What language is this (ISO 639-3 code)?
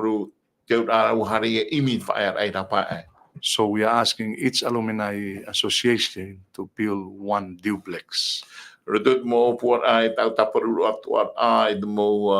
tah